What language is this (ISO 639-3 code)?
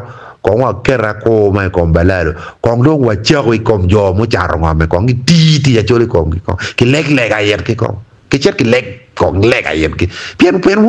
ach